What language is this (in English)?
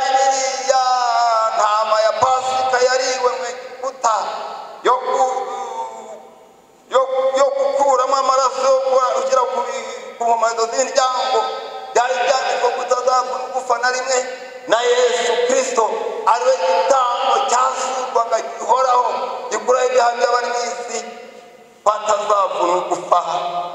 Kinyarwanda